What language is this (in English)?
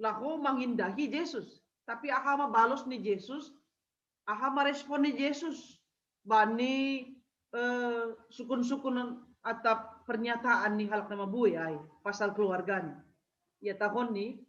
Batak Simalungun